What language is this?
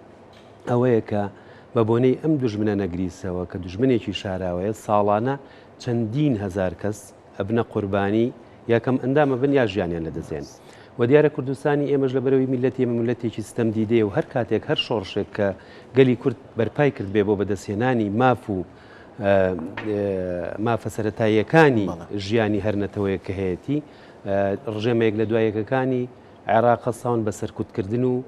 Central Kurdish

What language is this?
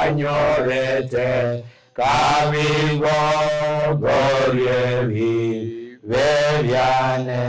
Gusii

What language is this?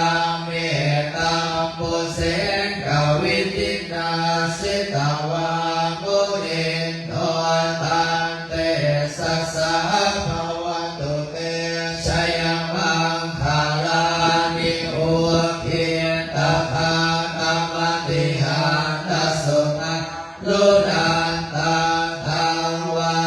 Pali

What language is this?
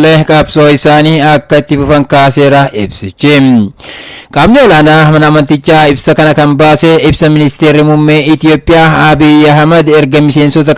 Oromo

